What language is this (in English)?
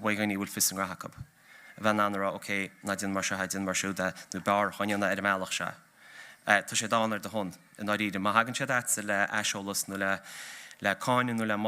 Irish